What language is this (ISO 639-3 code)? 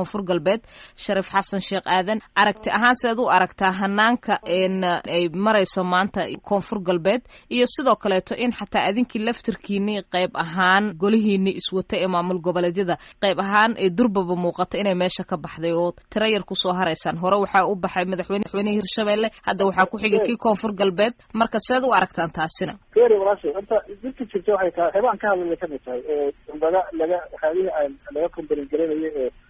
som